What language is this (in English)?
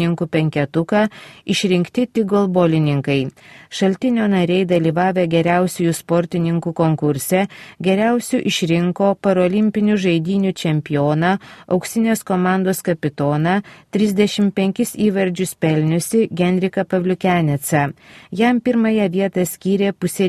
Lithuanian